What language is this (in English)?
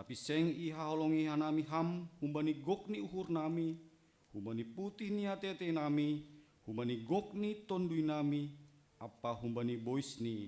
Batak Simalungun